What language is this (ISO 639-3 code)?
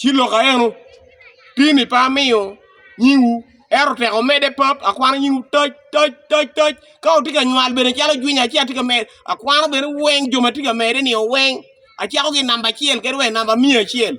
ach